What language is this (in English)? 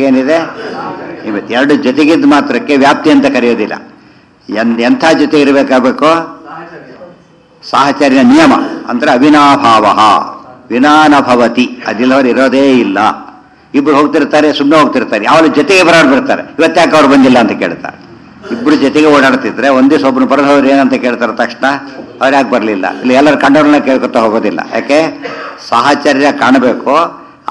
Kannada